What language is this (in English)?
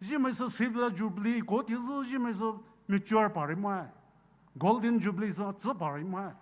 Poumei Naga